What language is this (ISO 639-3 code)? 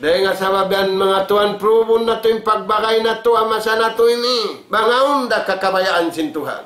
tsg